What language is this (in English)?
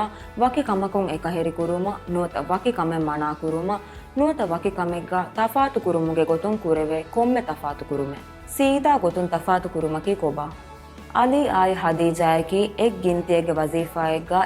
Divehi